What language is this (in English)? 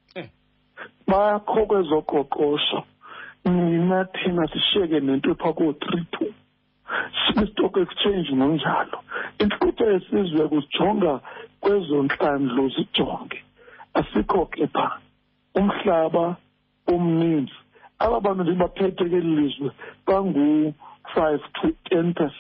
Xhosa